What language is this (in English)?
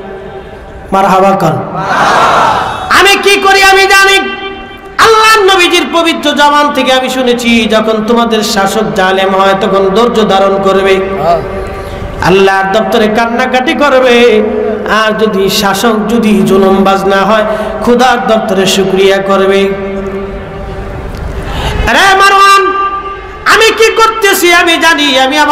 Bangla